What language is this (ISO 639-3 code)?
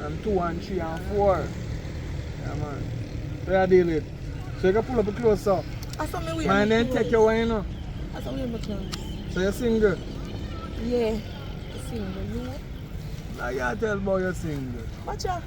jam